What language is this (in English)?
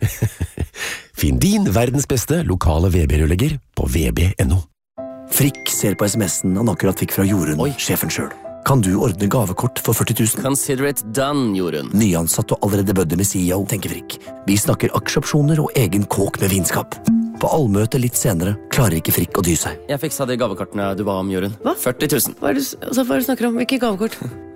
Norwegian